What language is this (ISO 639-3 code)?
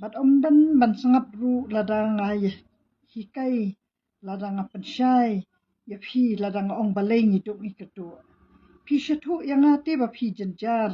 kha